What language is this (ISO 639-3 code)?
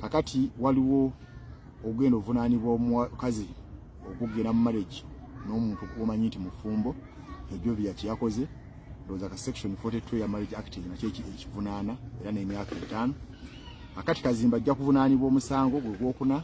lug